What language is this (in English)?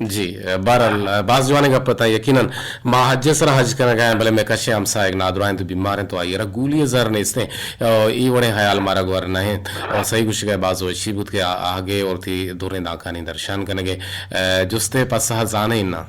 Eastern Balochi